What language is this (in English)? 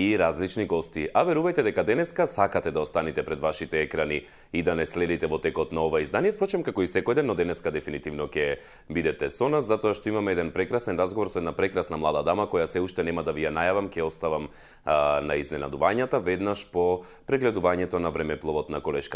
Macedonian